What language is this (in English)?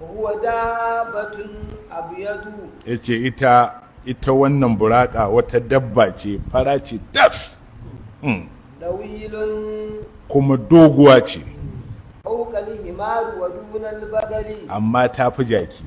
Hausa